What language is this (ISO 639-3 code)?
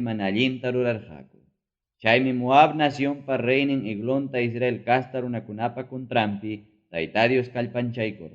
quy